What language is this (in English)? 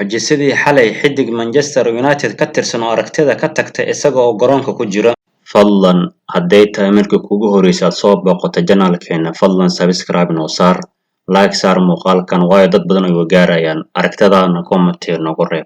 Somali